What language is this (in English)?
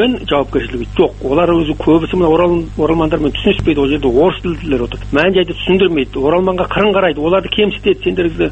Kazakh